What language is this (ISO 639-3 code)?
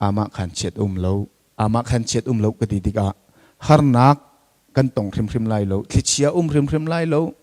cnh